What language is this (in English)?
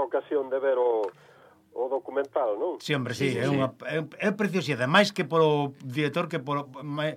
Galician